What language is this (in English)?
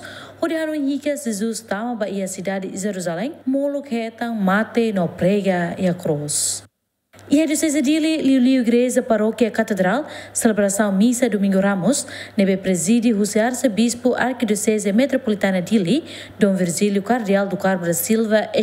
Tetum